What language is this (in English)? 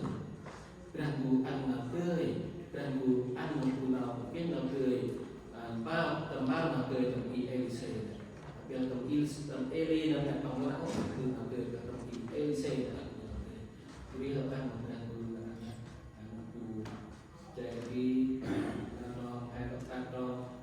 Central Mnong